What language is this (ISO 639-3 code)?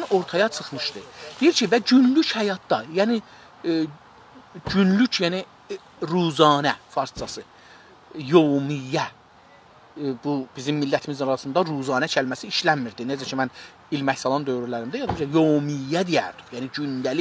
azb